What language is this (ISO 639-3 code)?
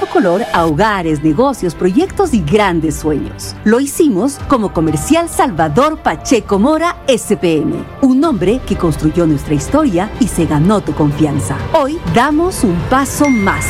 spa